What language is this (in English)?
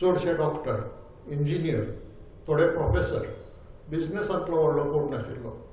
Konkani